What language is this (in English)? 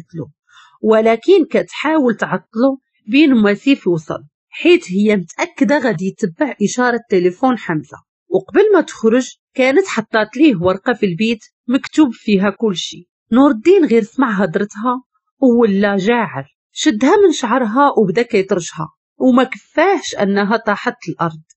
Moroccan Arabic